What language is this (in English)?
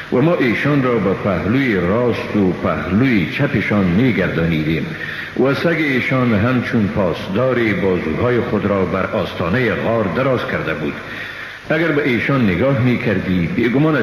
Persian